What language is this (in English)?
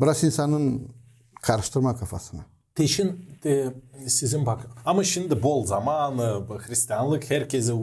Gagauz